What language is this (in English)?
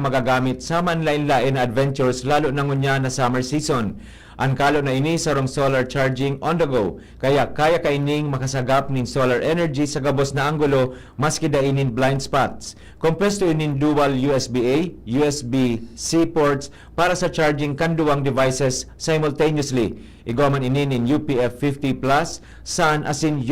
Bikol